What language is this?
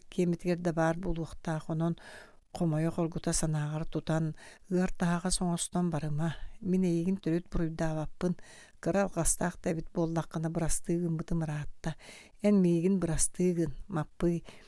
Yakut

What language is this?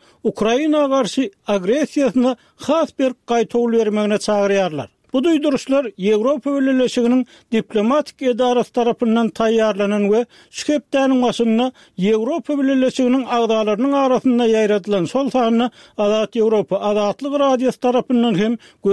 Turkmen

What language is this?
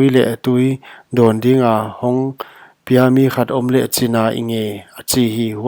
Paite Chin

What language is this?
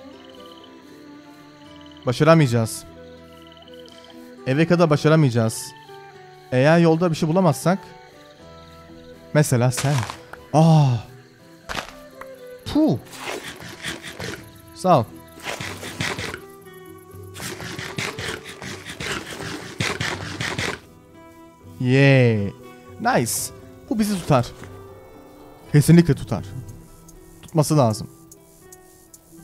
Turkish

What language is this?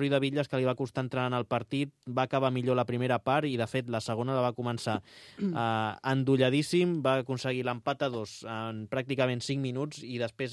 Catalan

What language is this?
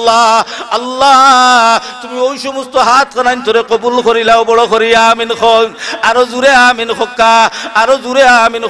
Sylheti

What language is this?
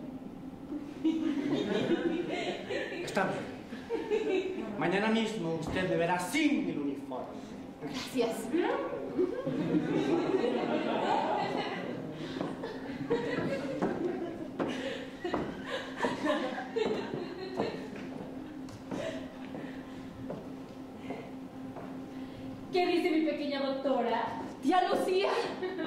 Spanish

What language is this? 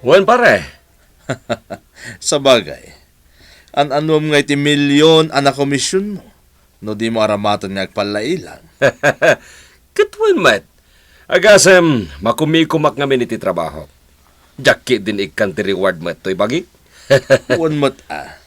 Iloko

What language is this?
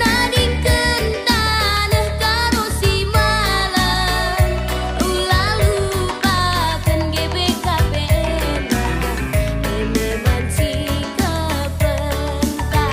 Batak Karo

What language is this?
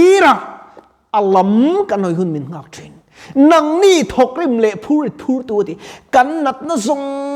Mizo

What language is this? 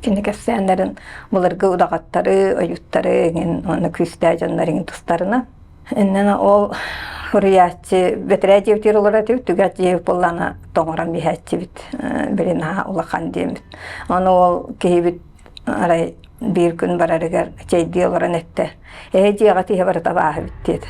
Yakut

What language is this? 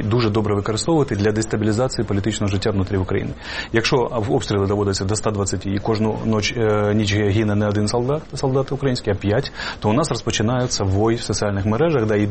Ukrainian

